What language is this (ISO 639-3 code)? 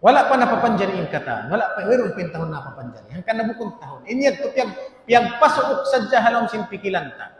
tsg